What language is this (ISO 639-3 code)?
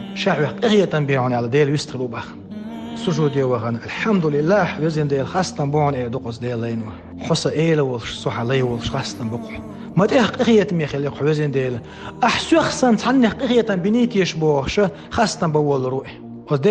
che